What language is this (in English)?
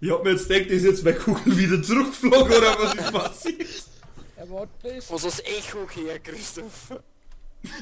Bavarian